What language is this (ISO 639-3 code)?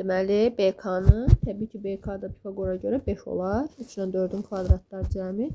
aze